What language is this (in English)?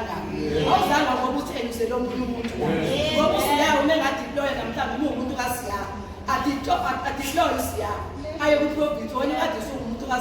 Zulu